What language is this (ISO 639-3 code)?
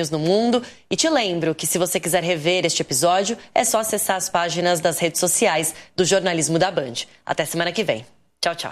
por